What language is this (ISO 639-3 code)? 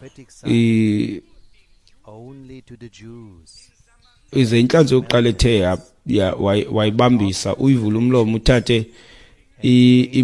xho